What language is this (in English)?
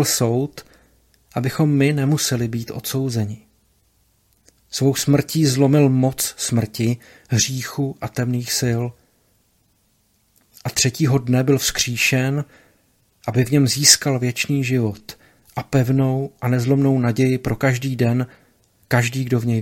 Czech